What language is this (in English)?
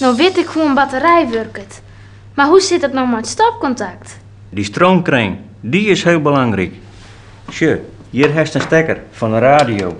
Western Frisian